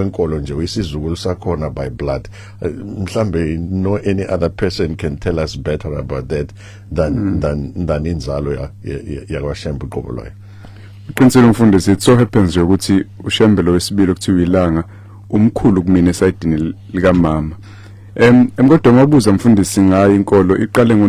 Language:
Zulu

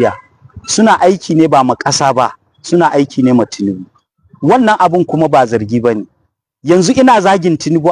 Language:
Hausa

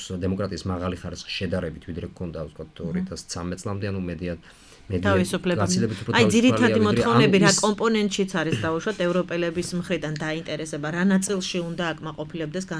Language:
Georgian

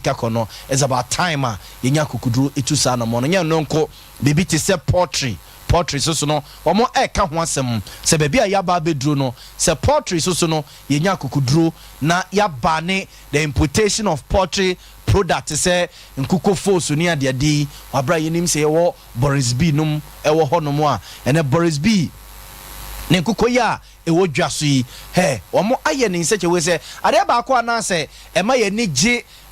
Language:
Akan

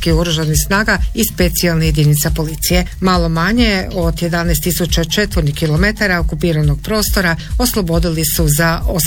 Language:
Croatian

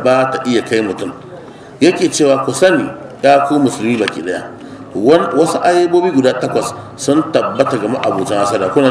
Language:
Hausa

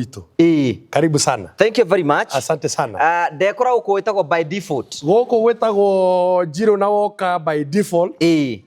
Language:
Kikuyu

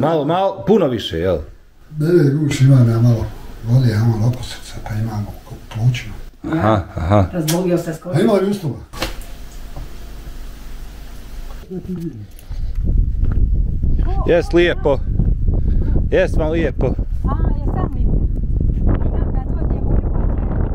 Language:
Bosnian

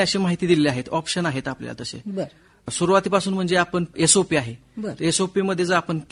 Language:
Marathi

